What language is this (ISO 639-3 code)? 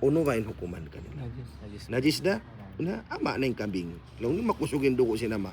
tsg